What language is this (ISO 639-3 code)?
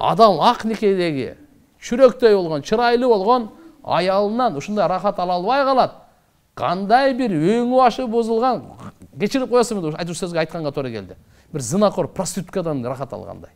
kir